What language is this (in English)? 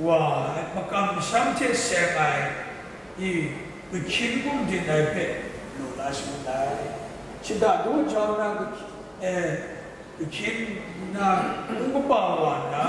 Kachin